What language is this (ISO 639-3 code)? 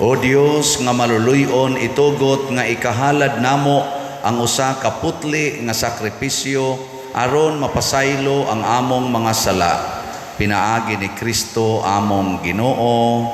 ceb